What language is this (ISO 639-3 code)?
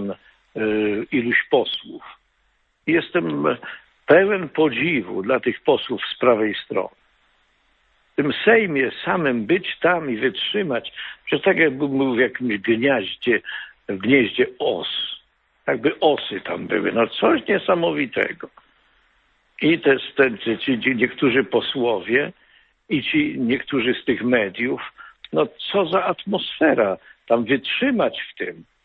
pol